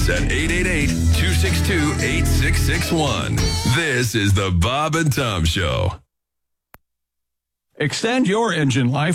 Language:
English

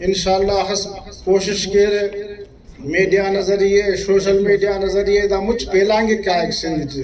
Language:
Brahui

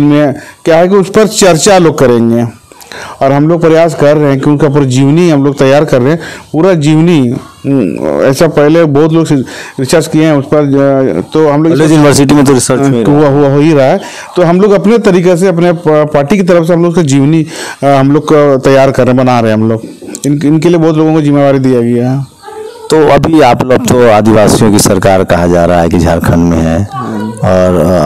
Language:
Hindi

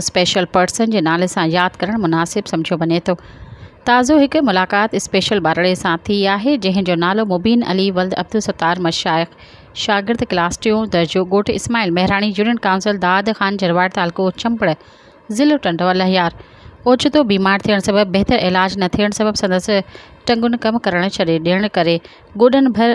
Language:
Sindhi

